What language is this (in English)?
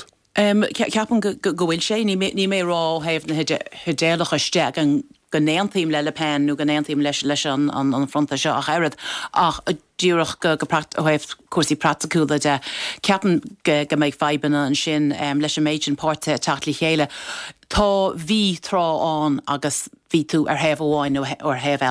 Irish